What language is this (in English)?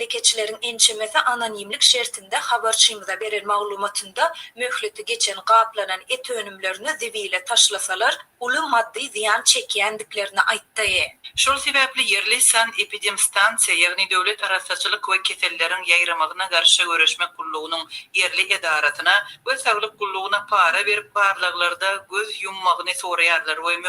Turkmen